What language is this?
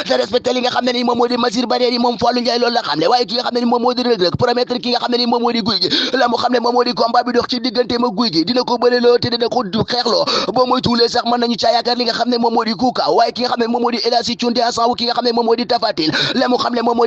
Wolof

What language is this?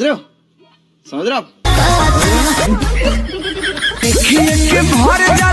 Bhojpuri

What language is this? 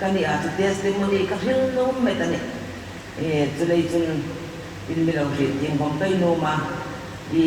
Hmar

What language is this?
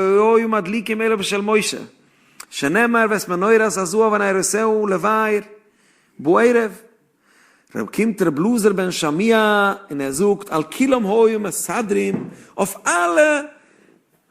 Yiddish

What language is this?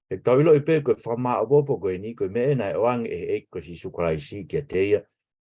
Tongan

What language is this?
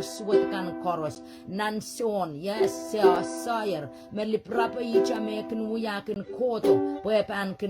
Pohnpeian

